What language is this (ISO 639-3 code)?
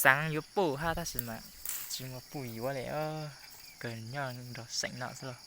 hmn